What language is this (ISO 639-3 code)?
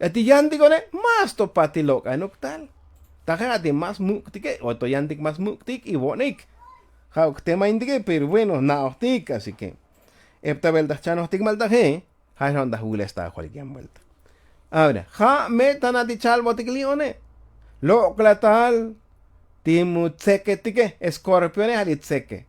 tzo